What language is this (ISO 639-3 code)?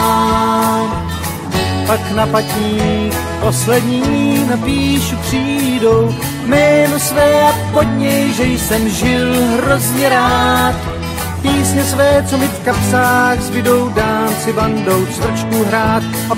ces